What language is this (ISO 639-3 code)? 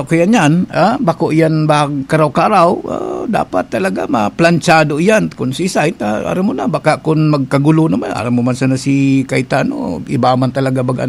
bik